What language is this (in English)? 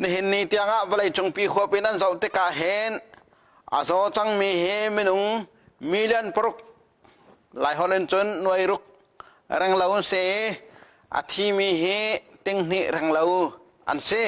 Hakha Chin